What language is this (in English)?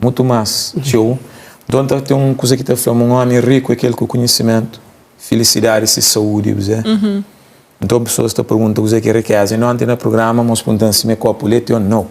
Kabuverdianu